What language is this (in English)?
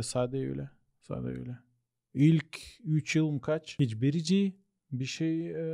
Gagauz